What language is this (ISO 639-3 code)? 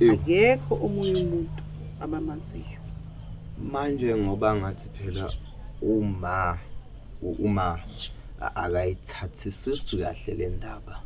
zul